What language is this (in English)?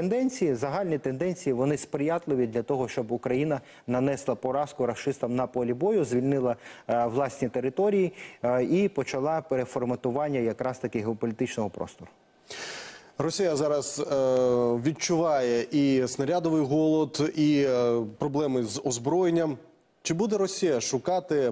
Ukrainian